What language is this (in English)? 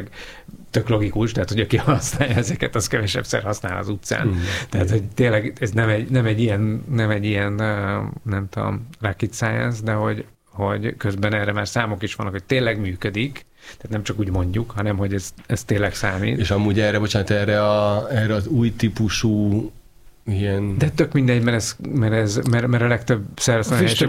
Hungarian